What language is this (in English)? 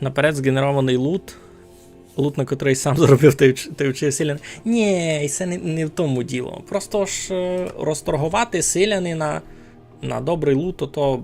Rusyn